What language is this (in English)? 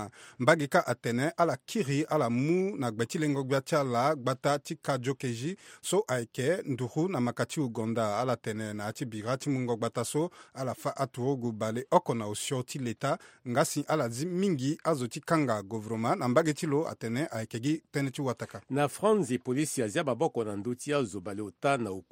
Sango